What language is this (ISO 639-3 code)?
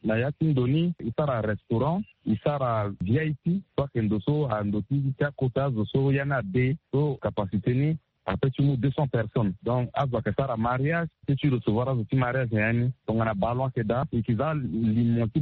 sag